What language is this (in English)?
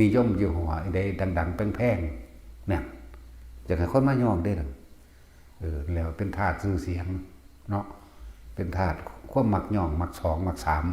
Northeastern Thai